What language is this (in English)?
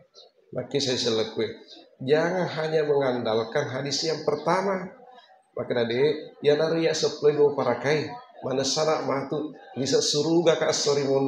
Buginese